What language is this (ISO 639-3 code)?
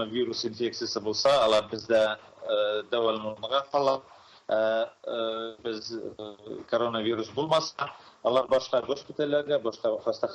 tat